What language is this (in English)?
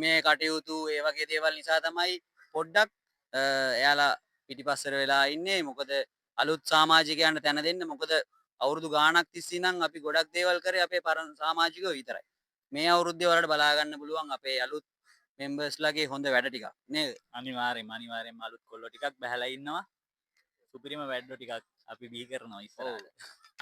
Sinhala